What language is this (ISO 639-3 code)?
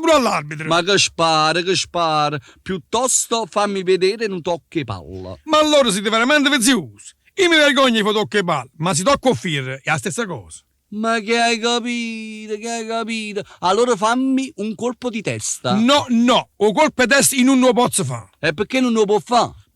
nap